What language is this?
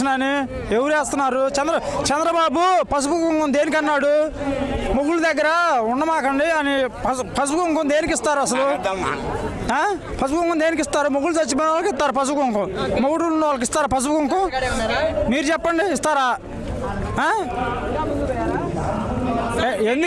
Telugu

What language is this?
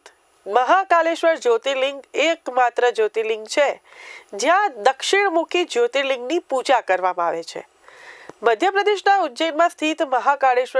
Gujarati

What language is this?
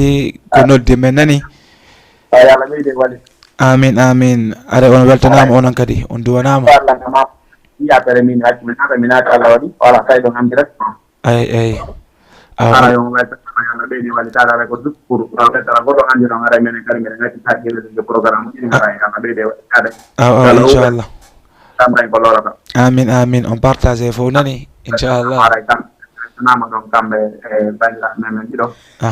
Fula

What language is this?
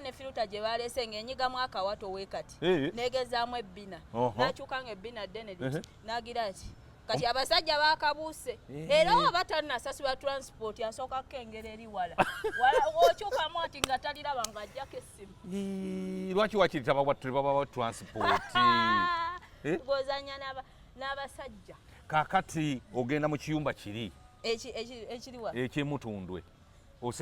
Ganda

